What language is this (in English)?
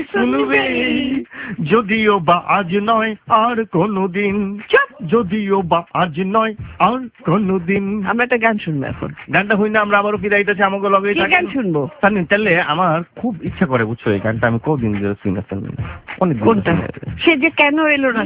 Bangla